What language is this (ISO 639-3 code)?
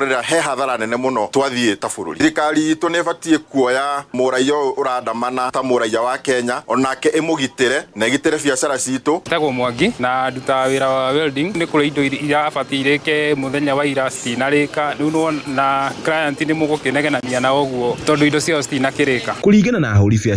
kik